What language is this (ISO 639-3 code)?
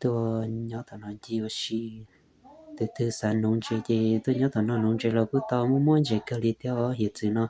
hmn